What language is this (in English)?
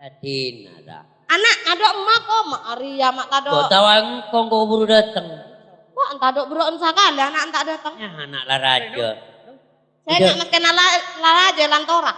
Madurese